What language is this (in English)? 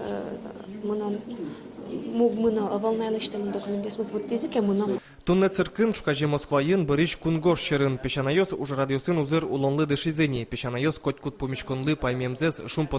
Udmurt